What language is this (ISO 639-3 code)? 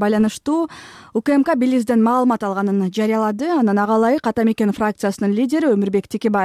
kir